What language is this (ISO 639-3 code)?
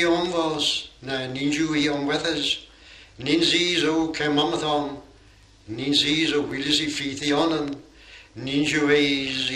cor